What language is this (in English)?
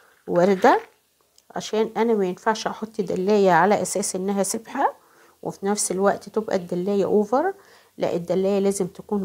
Egyptian Arabic